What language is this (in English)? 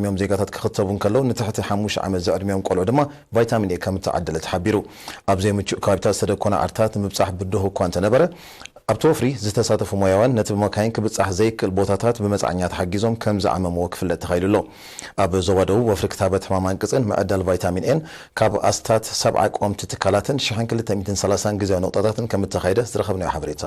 Tigrinya